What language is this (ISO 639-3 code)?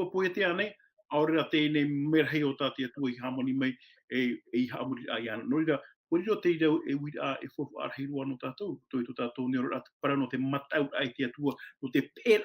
tah